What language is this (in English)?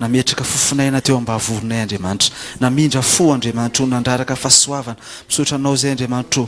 Malagasy